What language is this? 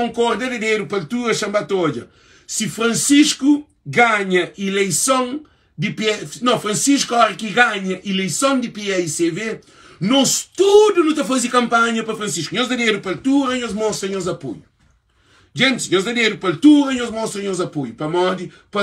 Kabuverdianu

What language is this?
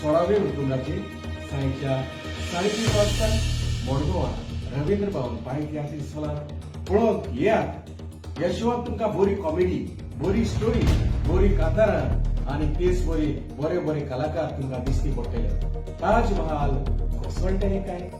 Konkani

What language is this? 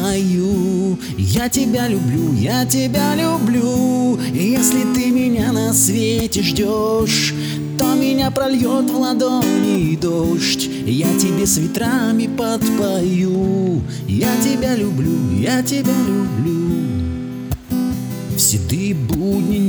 Russian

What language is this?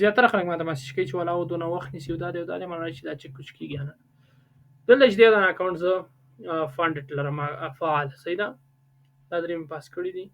Pashto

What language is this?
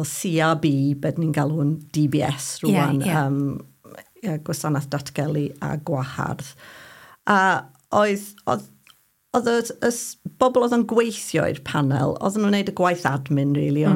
Welsh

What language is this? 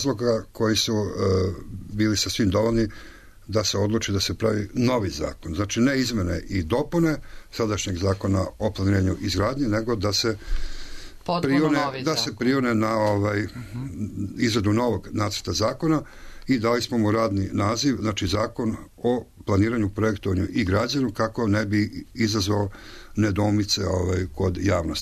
Serbian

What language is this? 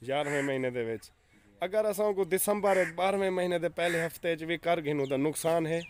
Saraiki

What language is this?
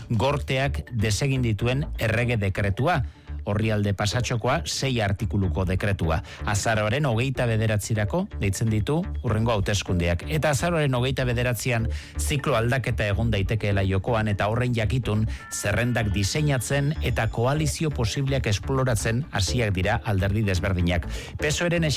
Basque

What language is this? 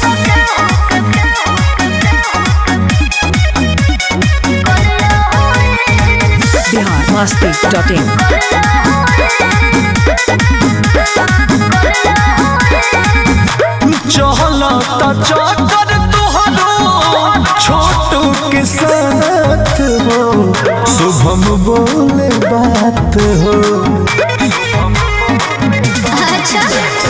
Bhojpuri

